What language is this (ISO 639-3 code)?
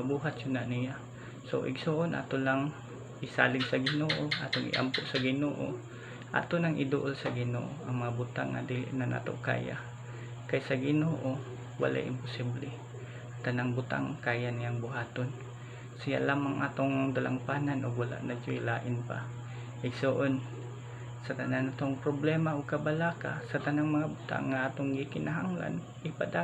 ceb